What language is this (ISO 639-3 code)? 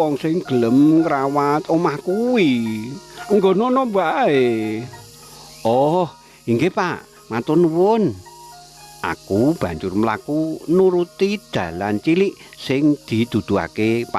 jav